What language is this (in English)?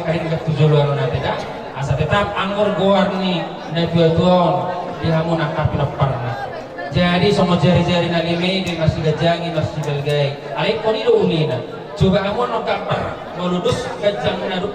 Batak Toba